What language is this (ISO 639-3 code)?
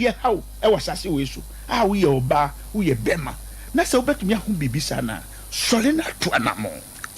aka